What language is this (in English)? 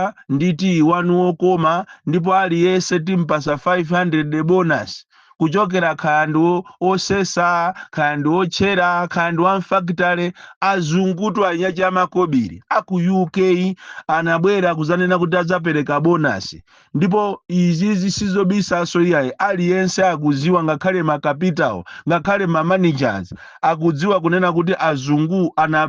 Nyanja